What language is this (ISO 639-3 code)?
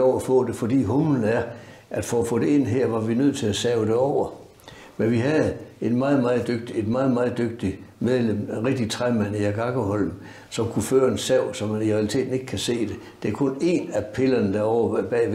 dan